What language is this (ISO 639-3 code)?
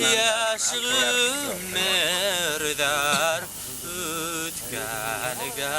bak